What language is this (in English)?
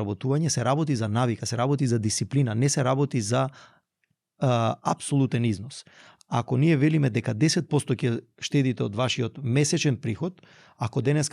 Macedonian